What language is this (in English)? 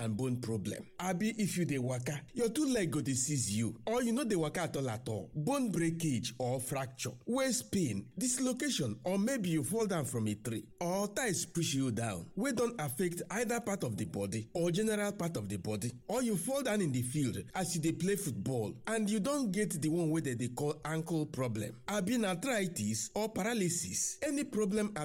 Nigerian Pidgin